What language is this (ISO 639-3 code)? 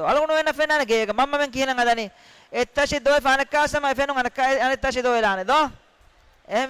div